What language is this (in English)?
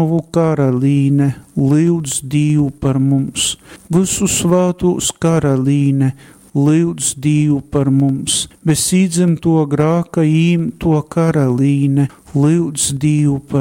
Latgalian